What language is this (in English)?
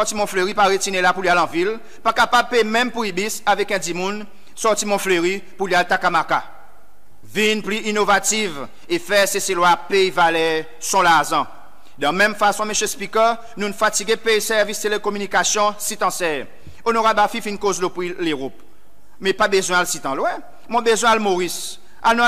Seselwa Creole French